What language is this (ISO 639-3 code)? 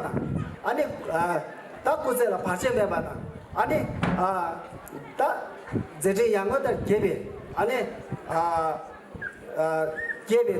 bod